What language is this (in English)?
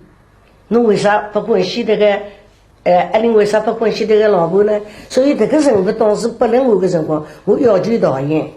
Wu Chinese